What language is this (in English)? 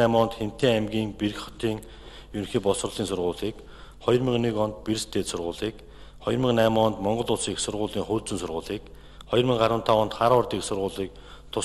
Mongolian